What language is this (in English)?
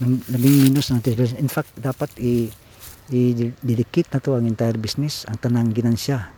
Cebuano